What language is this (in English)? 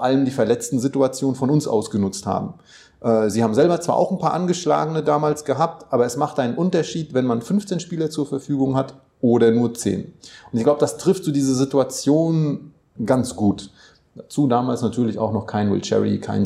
German